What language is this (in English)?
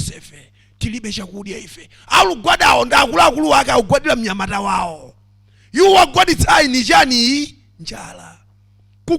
Nyanja